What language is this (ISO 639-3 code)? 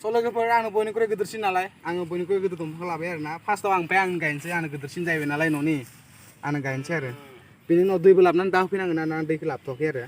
brx